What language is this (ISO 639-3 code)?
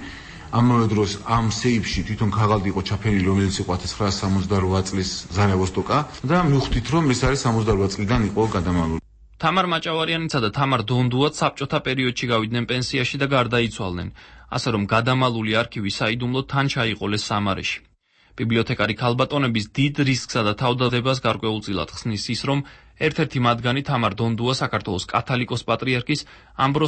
kat